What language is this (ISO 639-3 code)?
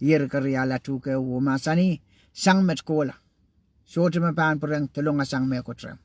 pon